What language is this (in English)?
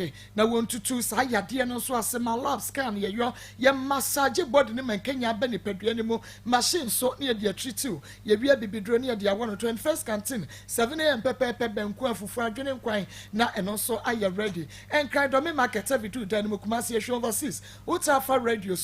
Akan